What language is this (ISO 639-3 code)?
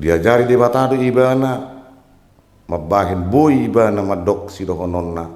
bbc